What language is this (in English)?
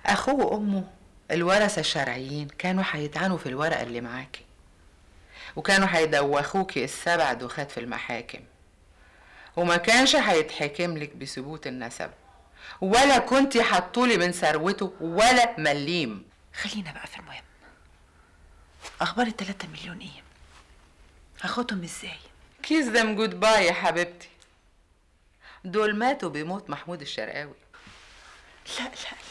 Egyptian Arabic